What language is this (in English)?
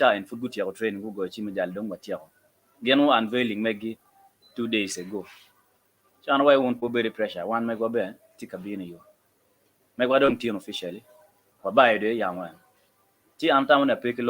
Acoli